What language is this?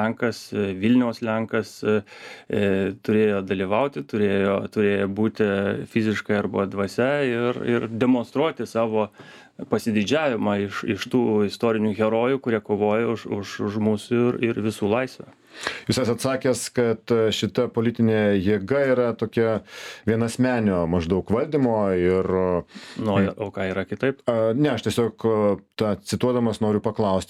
Lithuanian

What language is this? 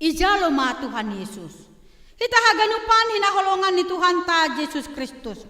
Batak Simalungun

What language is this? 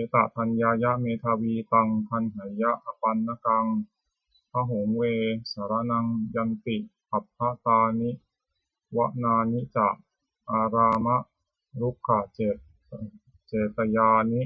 Pali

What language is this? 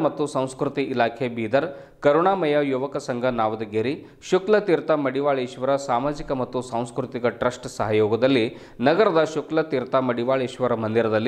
Kannada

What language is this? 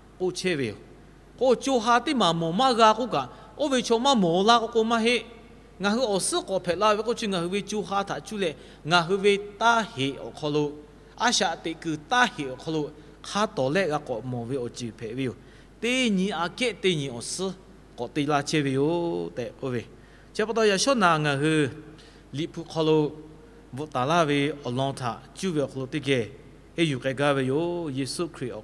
Lahu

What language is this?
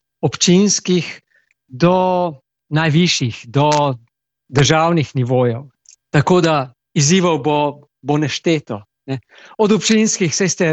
Slovenian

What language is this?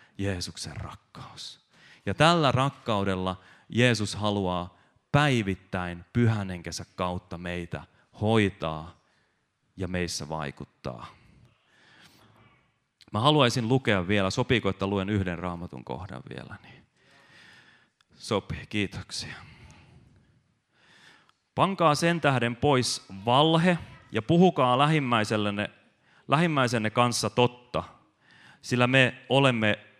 Finnish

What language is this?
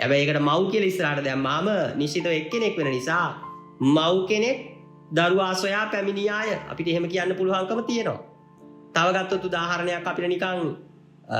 Sinhala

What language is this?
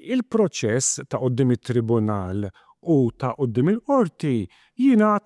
Maltese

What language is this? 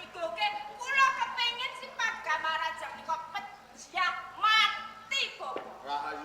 Javanese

